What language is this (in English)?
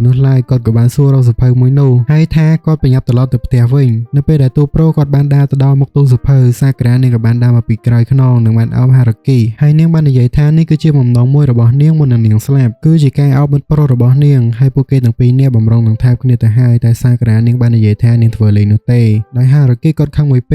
Khmer